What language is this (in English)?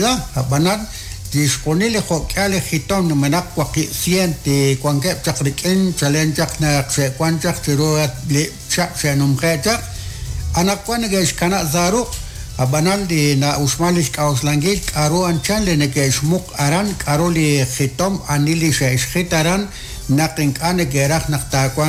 Kekchí